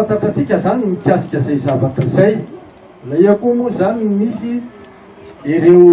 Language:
Malagasy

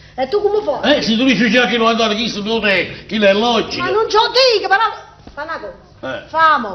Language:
Neapolitan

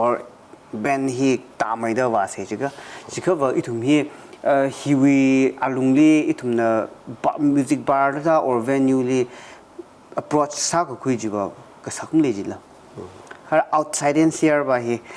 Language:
Tangkhul Naga (India)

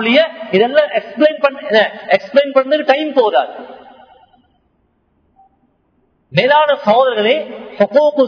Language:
Tamil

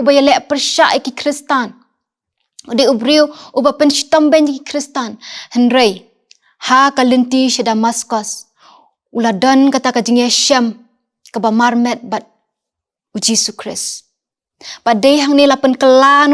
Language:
Khasi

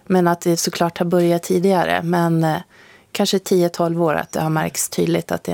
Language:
Swedish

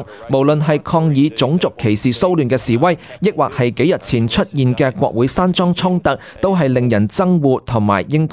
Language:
Cantonese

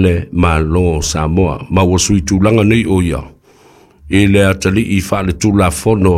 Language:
Samoan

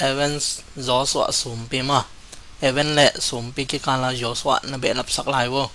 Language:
Tedim Chin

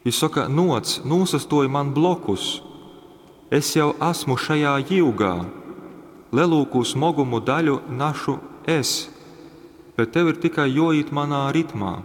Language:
Latgalian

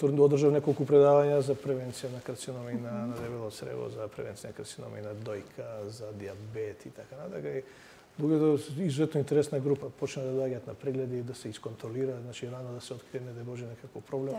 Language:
Macedonian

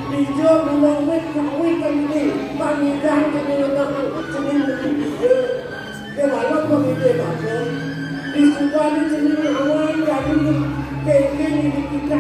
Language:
Balinese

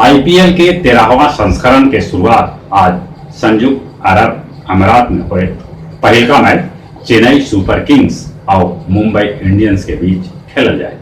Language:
Magahi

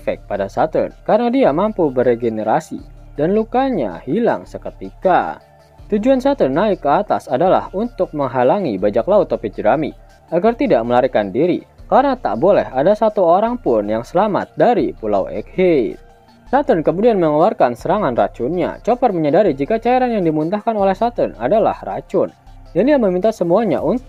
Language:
Indonesian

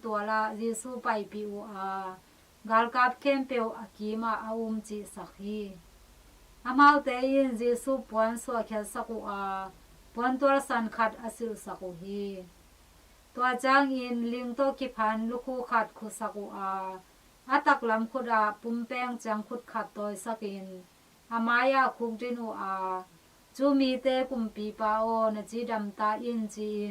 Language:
Tedim Chin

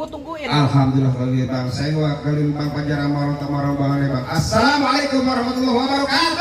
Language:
Betawi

